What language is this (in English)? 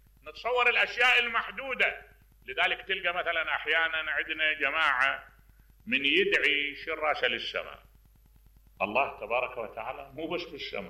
Mesopotamian Arabic